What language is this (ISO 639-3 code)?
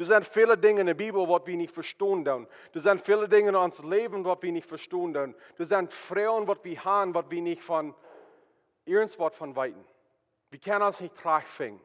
pdt